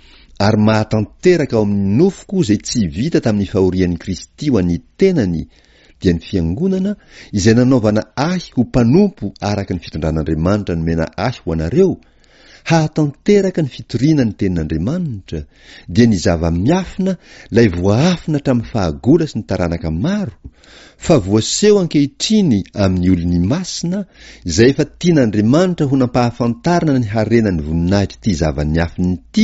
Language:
Malagasy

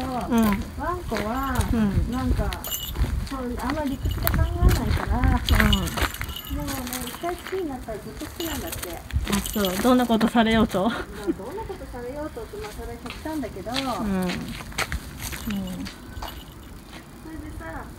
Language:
Japanese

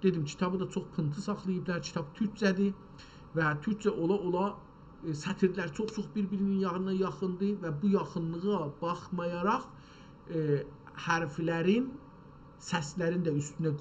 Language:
South Azerbaijani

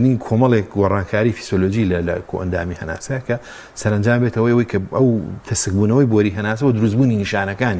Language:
Central Kurdish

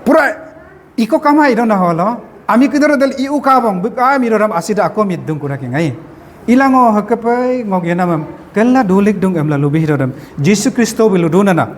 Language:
Adi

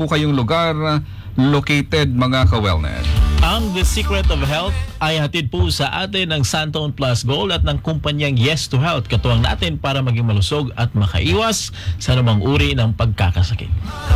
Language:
Filipino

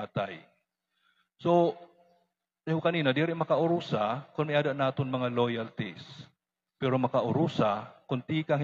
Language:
Waray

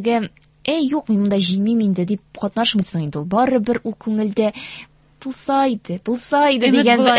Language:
Tatar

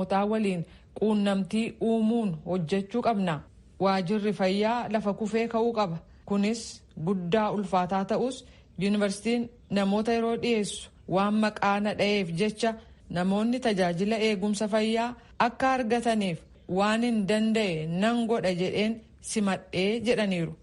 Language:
Oromo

